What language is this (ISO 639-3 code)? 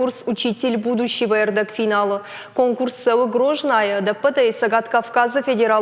oss